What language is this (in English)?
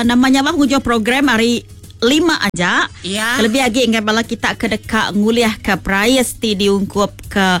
Iban